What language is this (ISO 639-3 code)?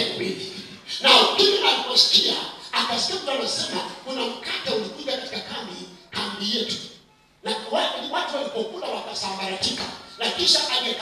swa